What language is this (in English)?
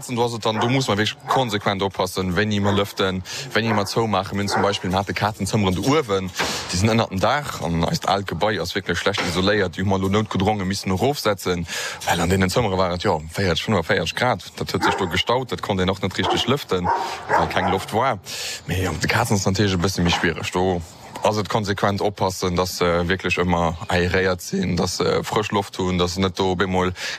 Luxembourgish